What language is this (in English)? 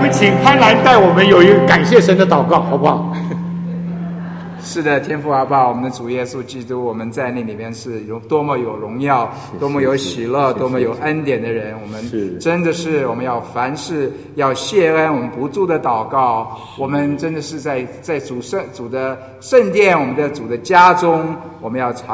Chinese